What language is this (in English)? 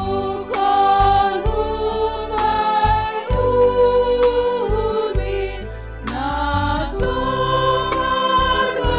Batak Simalungun